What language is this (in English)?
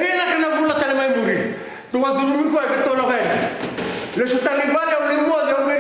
Fijian